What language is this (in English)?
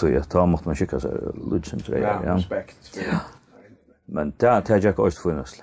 Faroese